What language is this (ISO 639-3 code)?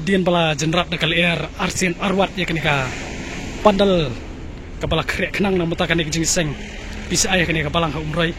kha